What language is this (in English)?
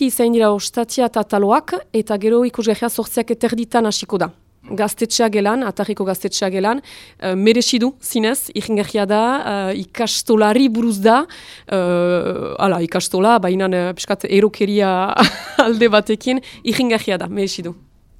Basque